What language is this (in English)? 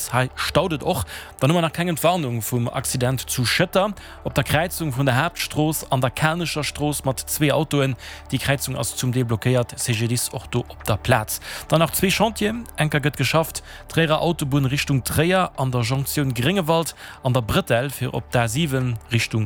Luxembourgish